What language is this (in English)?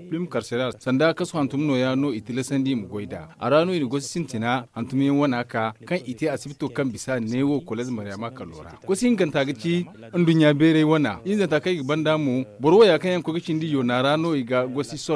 Zarma